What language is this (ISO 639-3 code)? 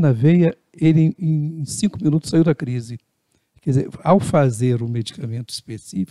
por